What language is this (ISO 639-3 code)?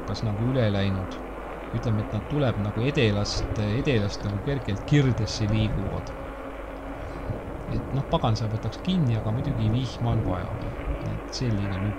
est